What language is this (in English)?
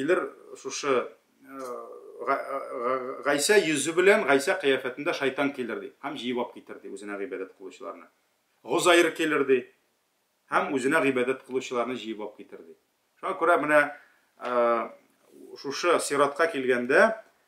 Tatar